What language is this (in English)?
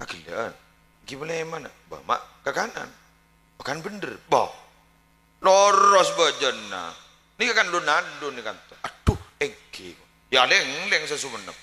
Madurese